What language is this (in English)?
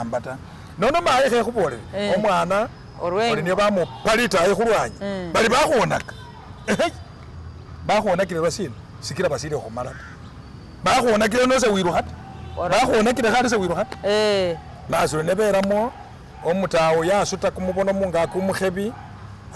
Masaaba